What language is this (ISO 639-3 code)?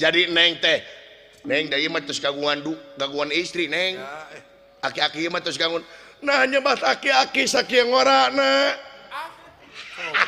sun